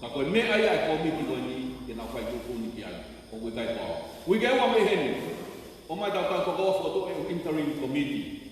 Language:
Tongan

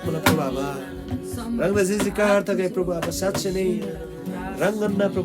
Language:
Eastern Tamang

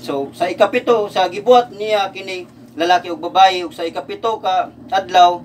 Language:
Cebuano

